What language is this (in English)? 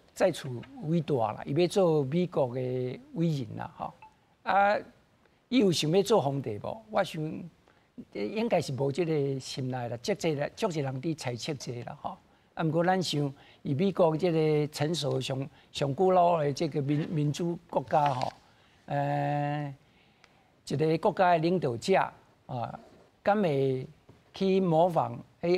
Min Nan Chinese